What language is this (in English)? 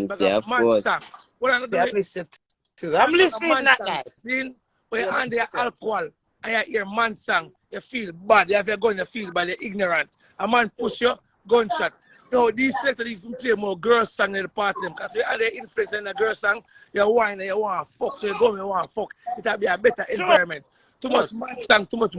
Jamaican Creole English